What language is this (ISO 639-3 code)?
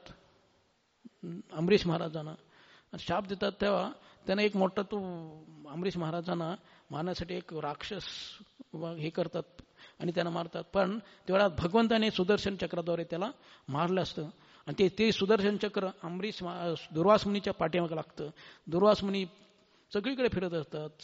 mar